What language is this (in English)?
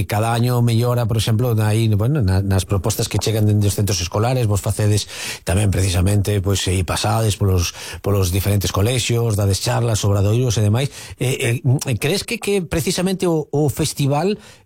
Galician